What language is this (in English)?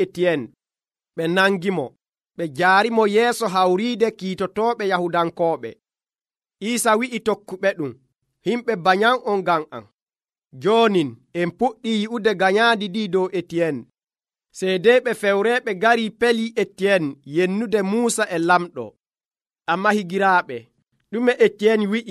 Nigerian Fulfulde